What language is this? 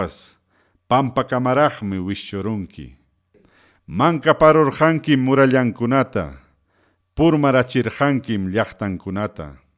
Ayacucho Quechua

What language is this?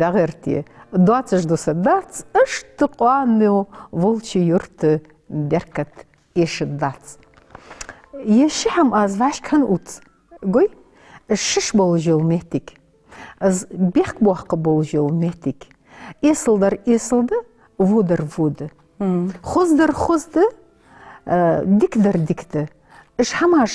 Ingush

